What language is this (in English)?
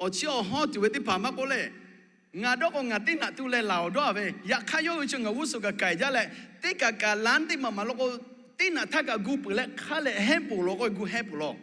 Lahu